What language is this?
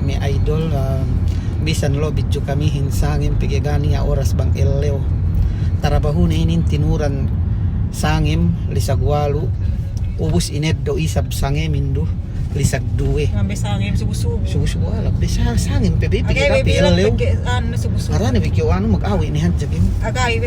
Yakan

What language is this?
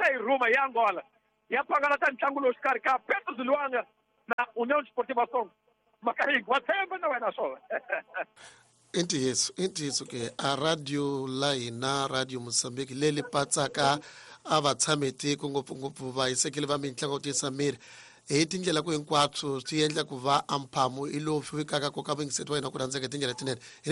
Tsonga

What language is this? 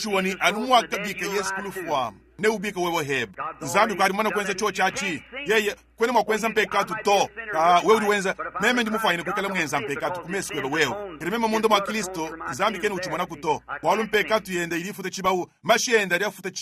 Luba-Lulua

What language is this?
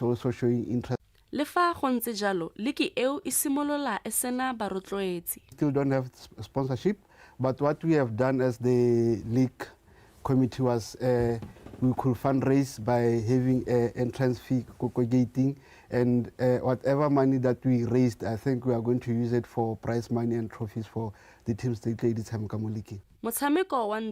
Tswana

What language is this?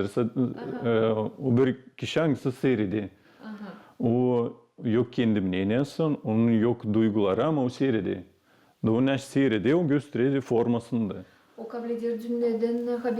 Gagauz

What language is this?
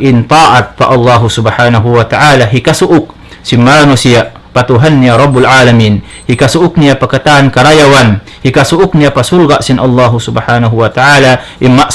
Tausug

